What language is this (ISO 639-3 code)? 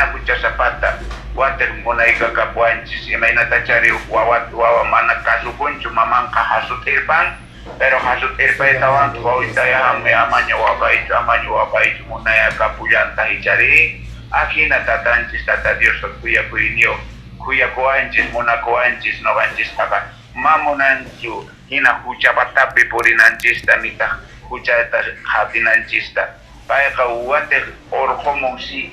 que